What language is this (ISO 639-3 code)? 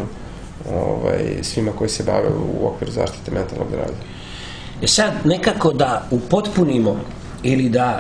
srp